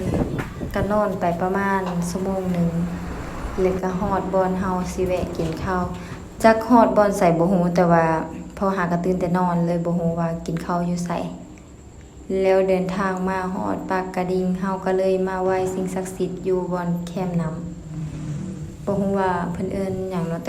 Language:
Lao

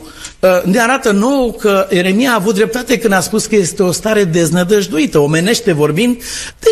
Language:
Romanian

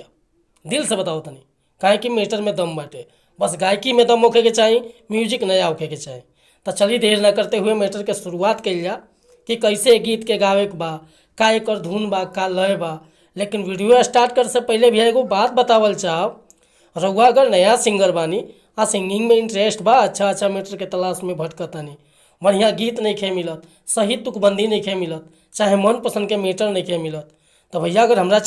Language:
Bhojpuri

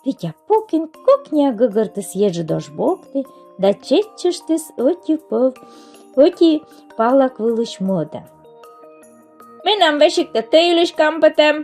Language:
Komi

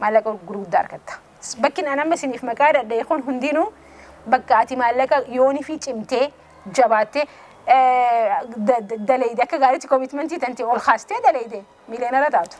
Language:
Oromo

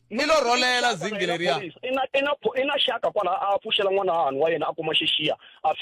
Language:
Tsonga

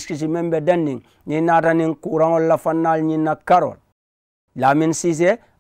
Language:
Mandingo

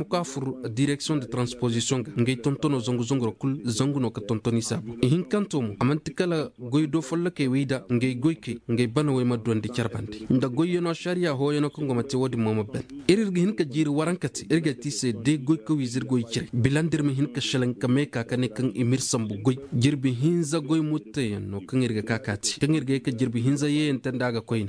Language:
Koyraboro Senni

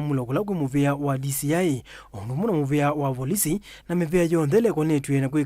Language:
Kamba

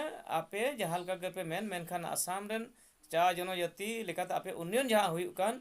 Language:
Santali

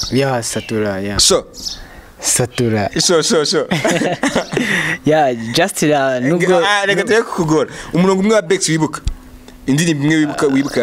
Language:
Kinyarwanda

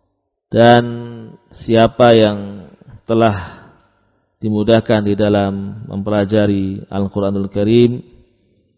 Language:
Indonesian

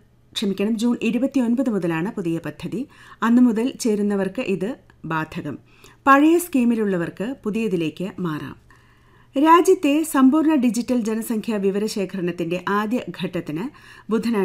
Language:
Malayalam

